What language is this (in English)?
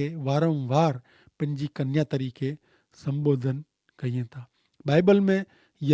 Kachhi